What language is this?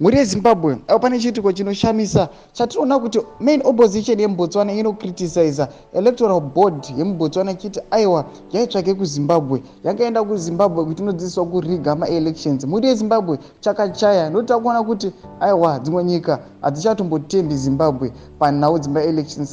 Shona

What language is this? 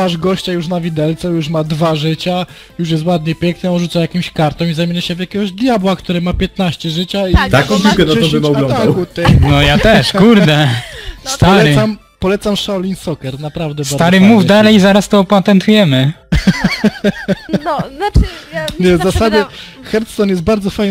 Polish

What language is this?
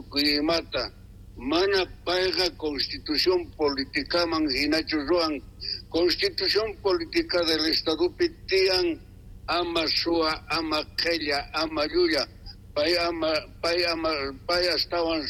South Bolivian Quechua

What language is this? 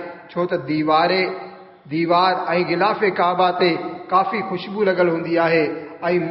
Sindhi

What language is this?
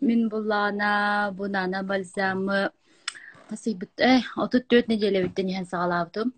Yakut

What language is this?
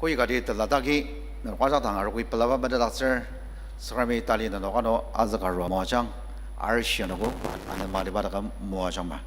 Ao Naga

